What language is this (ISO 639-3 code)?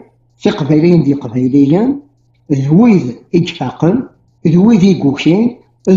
kab